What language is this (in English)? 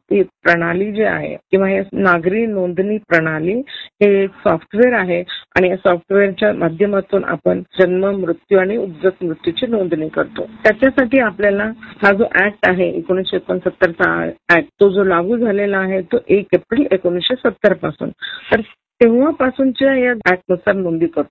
Marathi